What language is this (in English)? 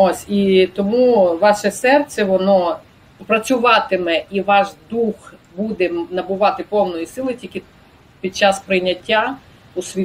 Ukrainian